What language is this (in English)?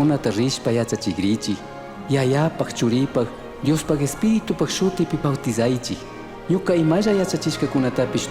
Chimborazo Highland Quichua